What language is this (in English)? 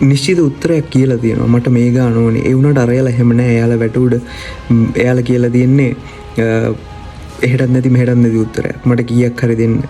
Sinhala